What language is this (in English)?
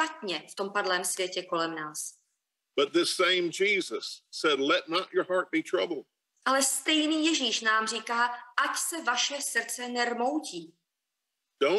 Czech